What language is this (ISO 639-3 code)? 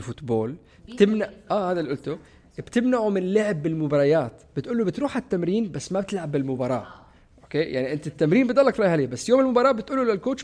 apc